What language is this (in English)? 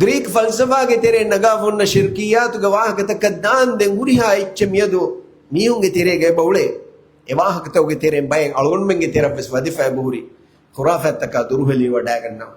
Divehi